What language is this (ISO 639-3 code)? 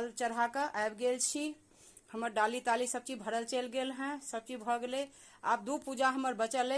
mai